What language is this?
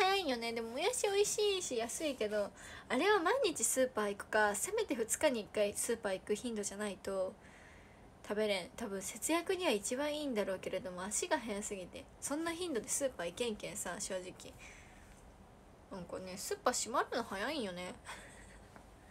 Japanese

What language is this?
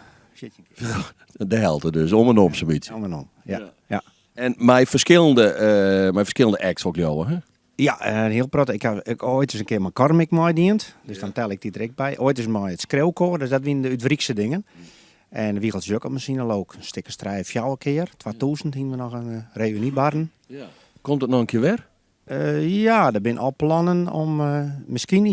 Western Frisian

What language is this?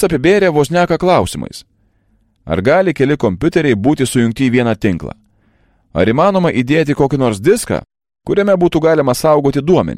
Lithuanian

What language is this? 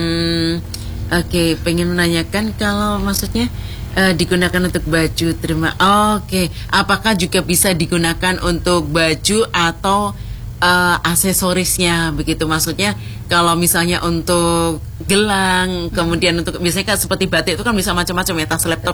Indonesian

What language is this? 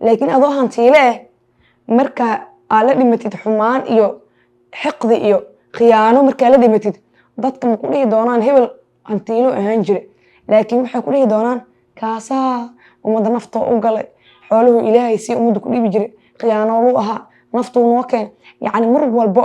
Somali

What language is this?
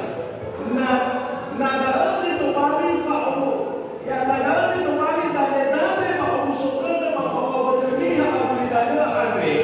Nias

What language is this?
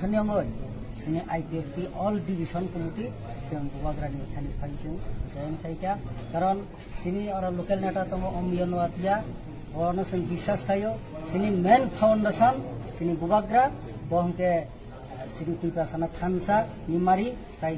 Kok Borok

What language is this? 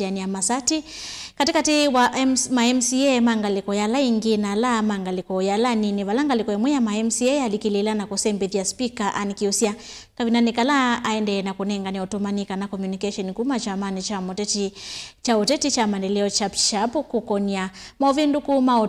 Kamba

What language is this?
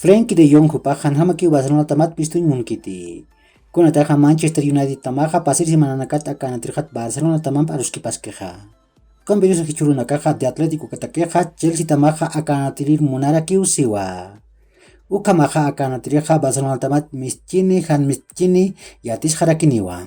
Aymara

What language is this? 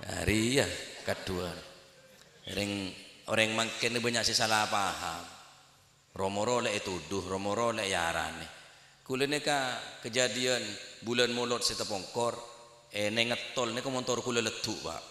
Madurese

